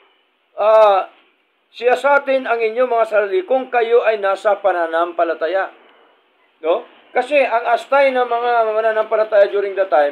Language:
Filipino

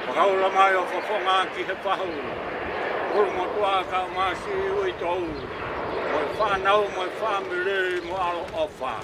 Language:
Tongan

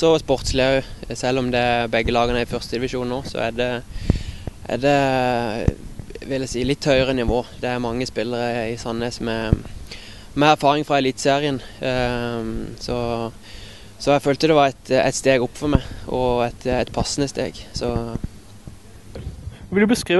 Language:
Norwegian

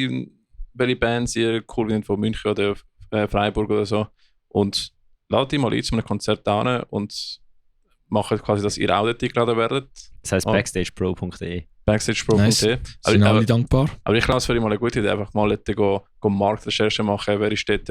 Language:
Swiss German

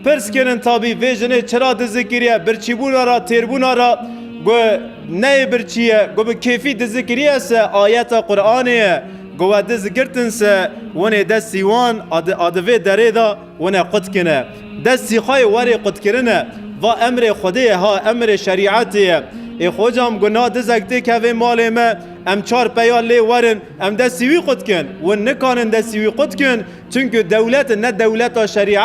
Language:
Kurdish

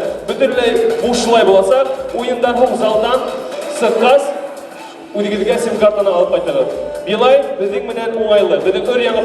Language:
Bashkir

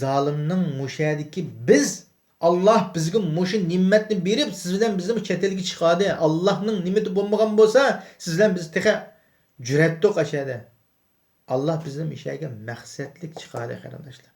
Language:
Uyghur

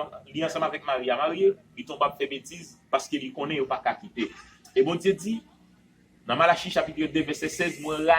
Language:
Haitian Creole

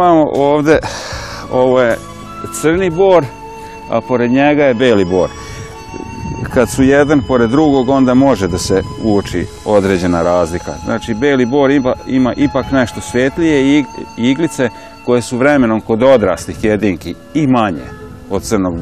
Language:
Serbian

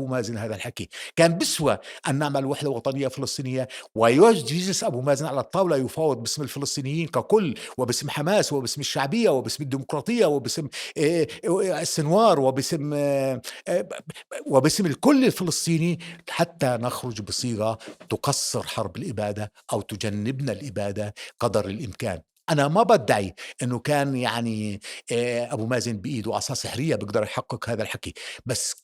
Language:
North Levantine Arabic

